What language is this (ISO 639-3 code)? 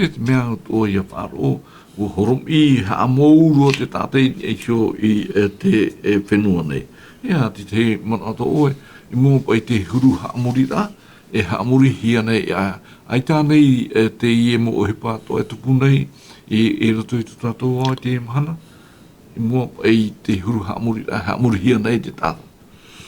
tah